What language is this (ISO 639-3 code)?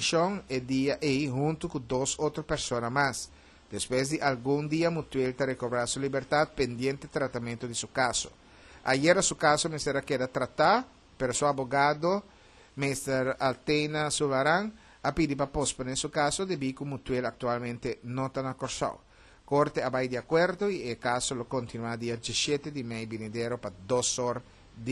pap